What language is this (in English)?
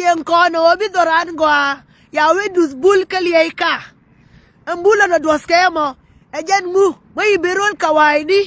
Nuer